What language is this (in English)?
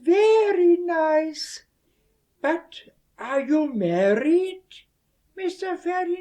Westphalien